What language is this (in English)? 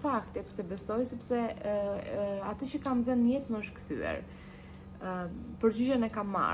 Albanian